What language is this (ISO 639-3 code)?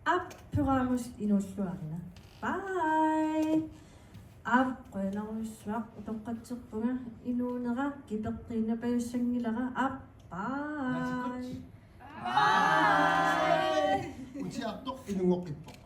kal